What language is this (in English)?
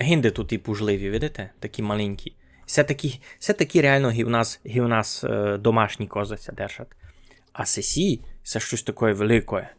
Rusyn